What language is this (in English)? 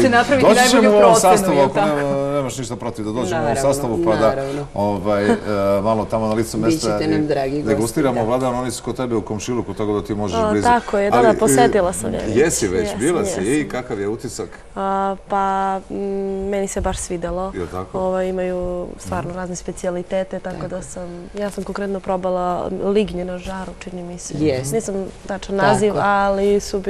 Serbian